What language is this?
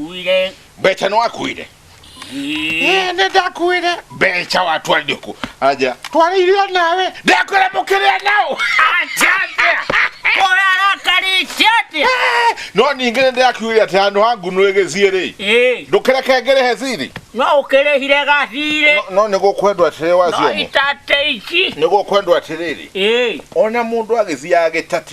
Kikuyu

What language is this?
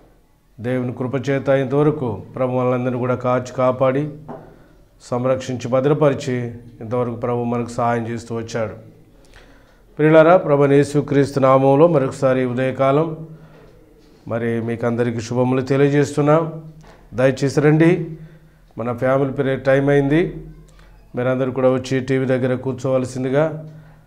Telugu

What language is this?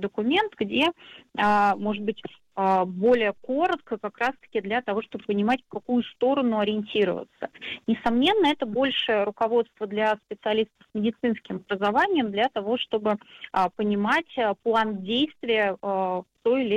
Russian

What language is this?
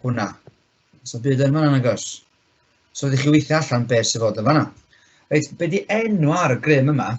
Welsh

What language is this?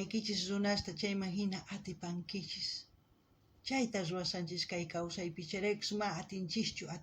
South Bolivian Quechua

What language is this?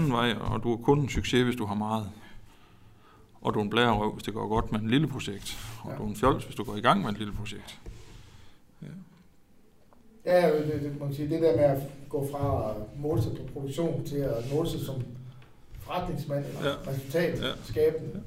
Danish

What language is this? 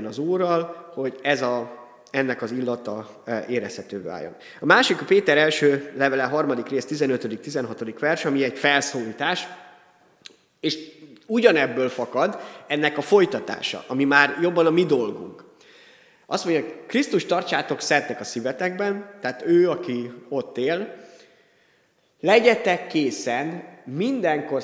Hungarian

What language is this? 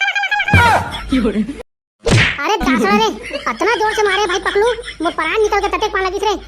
Chhattisgarhi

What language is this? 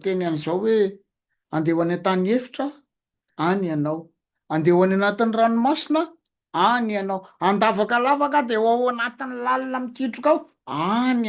Malagasy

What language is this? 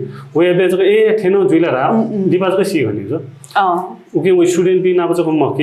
Newari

